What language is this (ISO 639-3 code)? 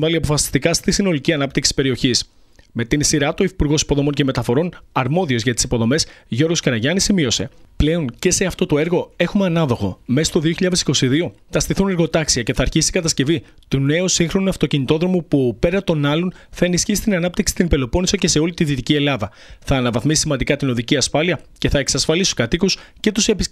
ell